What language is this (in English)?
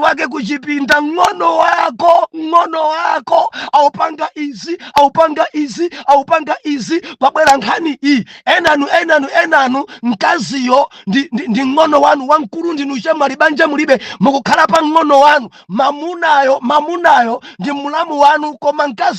Nyanja